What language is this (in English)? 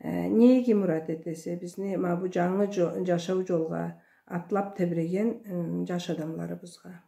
Karachay-Balkar